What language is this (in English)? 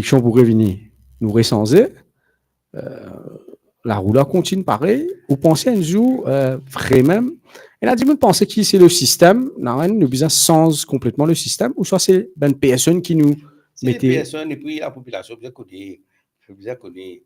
Morisyen